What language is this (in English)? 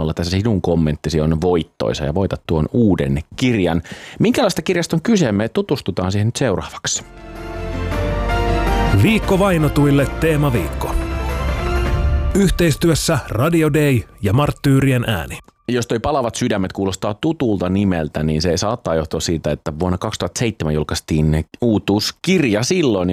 Finnish